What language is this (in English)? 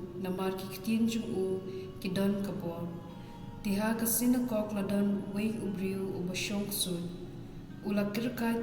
Khasi